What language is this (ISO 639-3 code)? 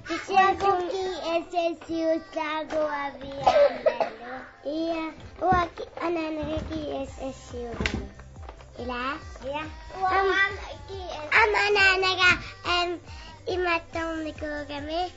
kal